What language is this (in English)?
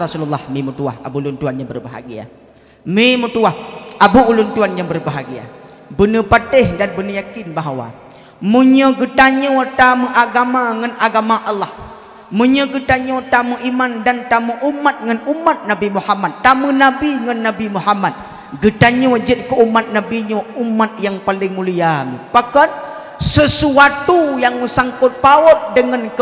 Achinese